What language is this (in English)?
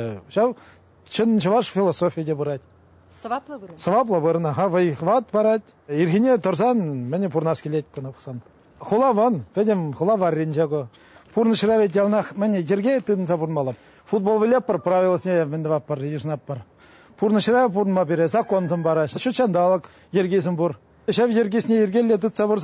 Chuvash